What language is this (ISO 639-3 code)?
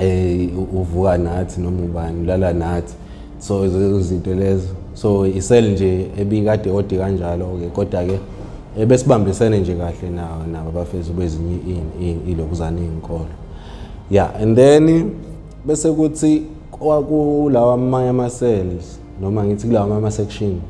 zul